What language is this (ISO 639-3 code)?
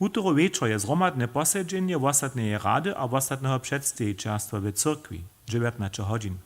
hsb